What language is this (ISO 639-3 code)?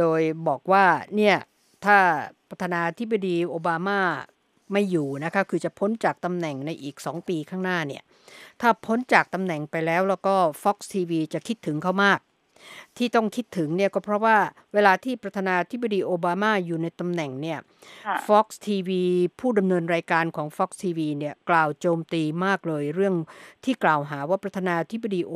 tha